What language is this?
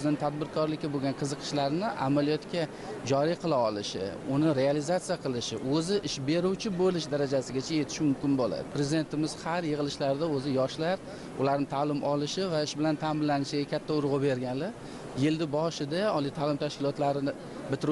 Uzbek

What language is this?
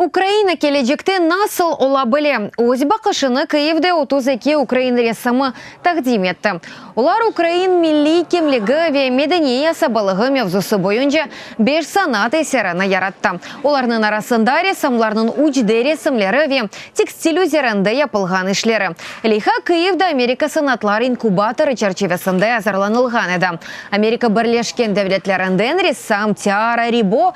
Crimean Tatar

